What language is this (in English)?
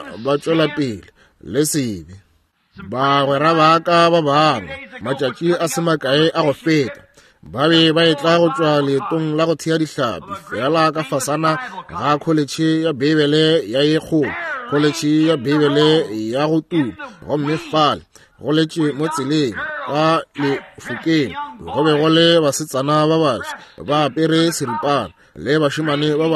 Northern Sotho